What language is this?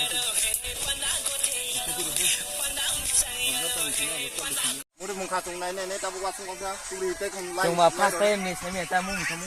Kok Borok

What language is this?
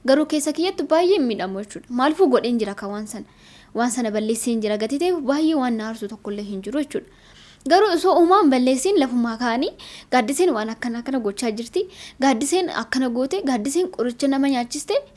Oromo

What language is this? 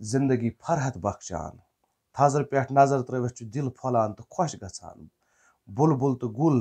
Kashmiri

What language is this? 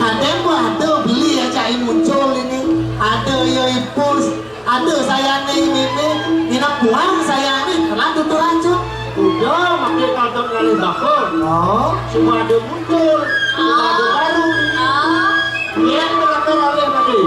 Balinese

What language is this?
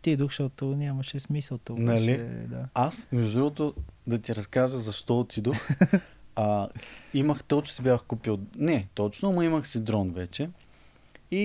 Bulgarian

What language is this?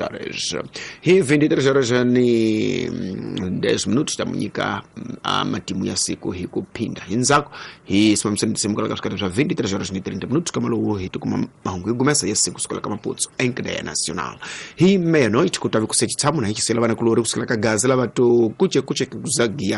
Tsonga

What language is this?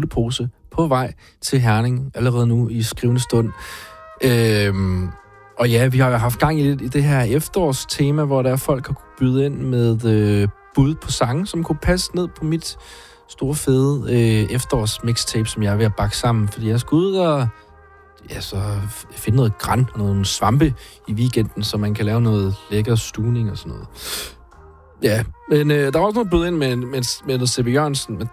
Danish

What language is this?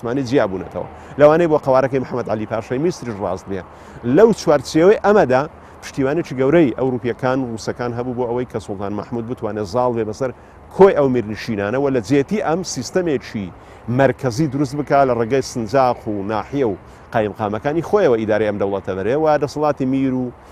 Central Kurdish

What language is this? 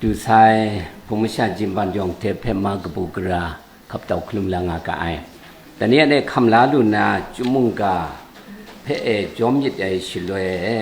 Kachin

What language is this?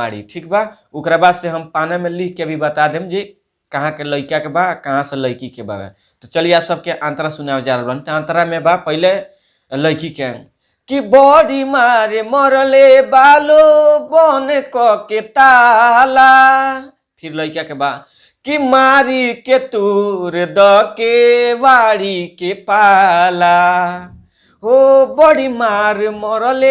Bhojpuri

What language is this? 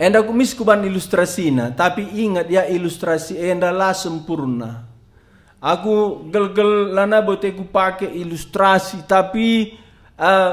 Batak Karo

